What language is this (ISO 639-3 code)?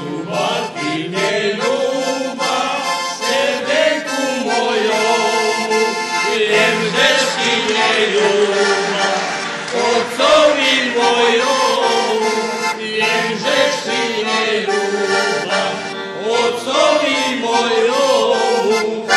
rue